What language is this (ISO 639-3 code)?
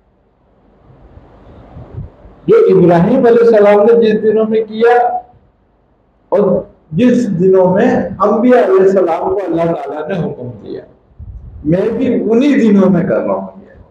hin